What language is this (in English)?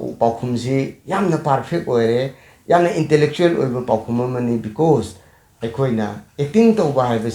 Manipuri